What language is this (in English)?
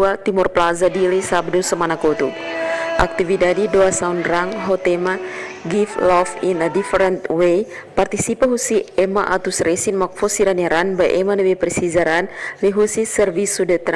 Tetum